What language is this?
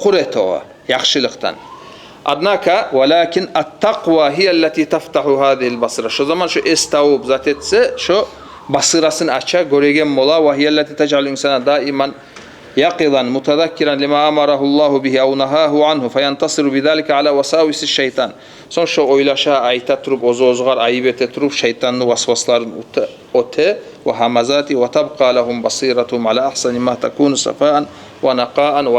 Kumyk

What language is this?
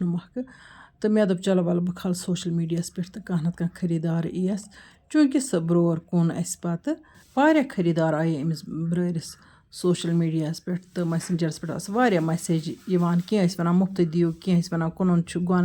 Kashmiri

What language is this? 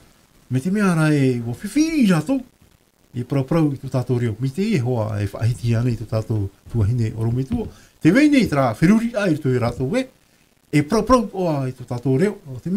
Tahitian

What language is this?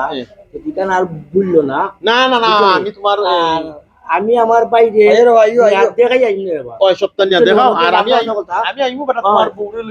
Sylheti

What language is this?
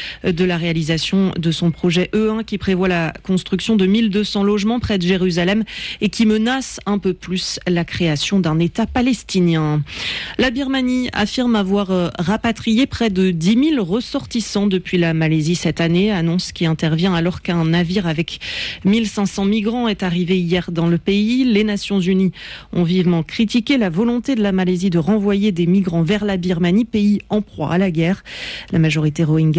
French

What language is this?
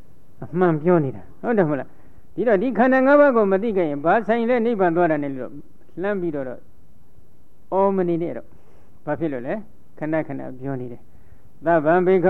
Burmese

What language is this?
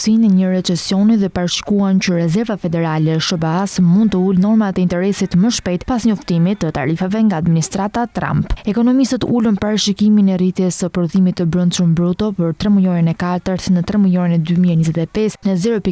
Albanian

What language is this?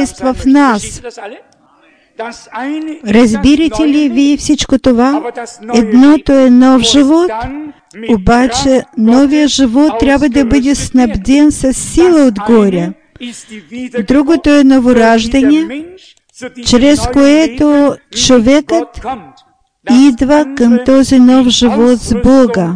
Bulgarian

